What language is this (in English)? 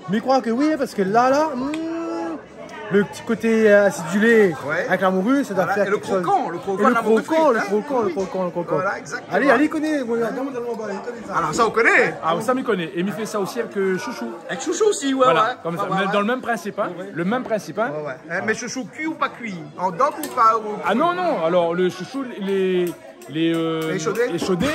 Réunion Creole French